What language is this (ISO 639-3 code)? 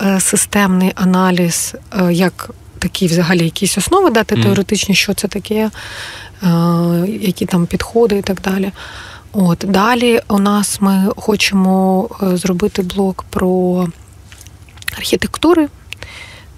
ukr